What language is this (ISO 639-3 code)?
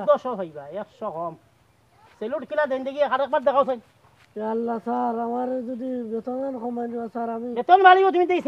syl